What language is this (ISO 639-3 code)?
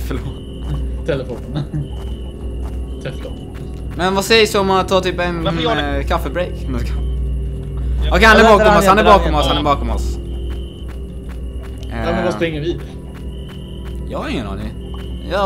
swe